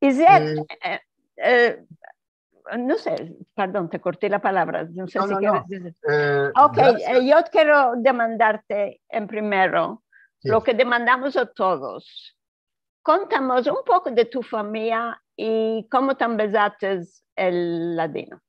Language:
Ladino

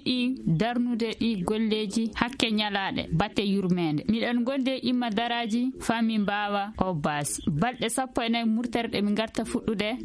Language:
Fula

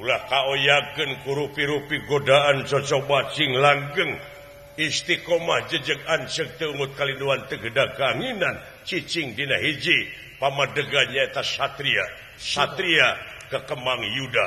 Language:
Sundanese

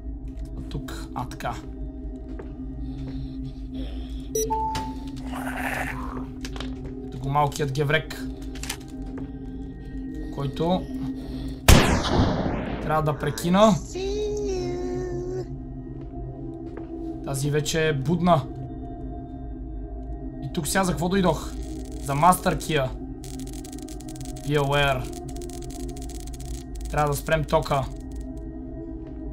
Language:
Bulgarian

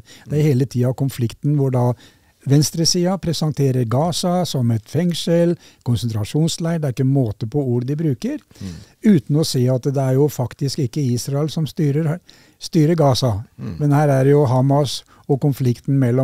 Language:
Norwegian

